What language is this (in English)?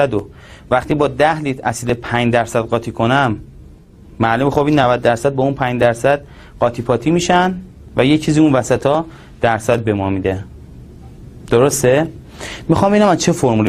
Persian